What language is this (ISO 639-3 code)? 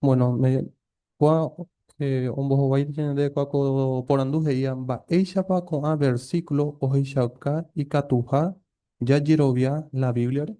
grn